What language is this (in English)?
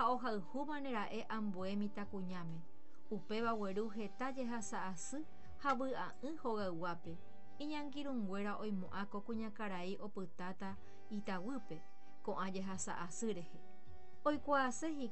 Guarani